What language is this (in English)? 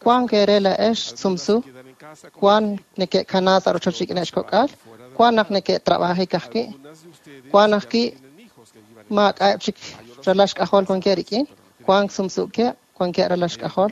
Kekchí